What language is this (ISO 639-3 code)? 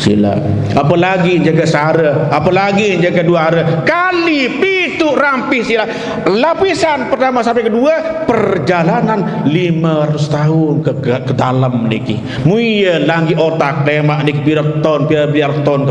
sas